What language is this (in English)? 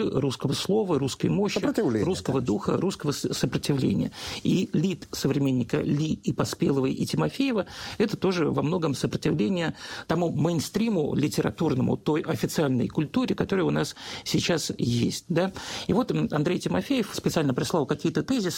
Russian